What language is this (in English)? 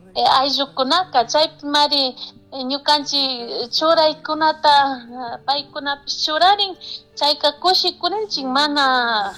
Chimborazo Highland Quichua